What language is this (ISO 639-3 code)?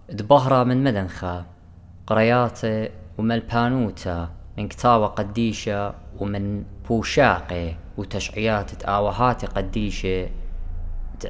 aii